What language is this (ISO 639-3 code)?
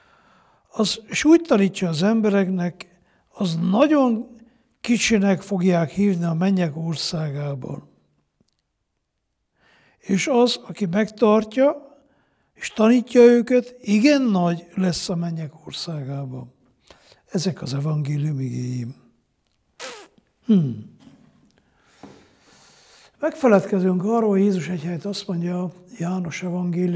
hun